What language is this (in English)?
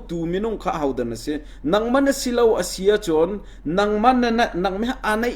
Hakha Chin